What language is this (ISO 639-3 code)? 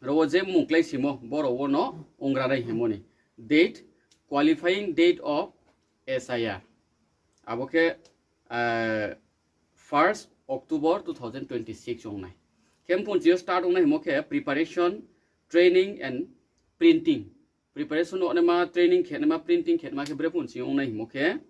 ria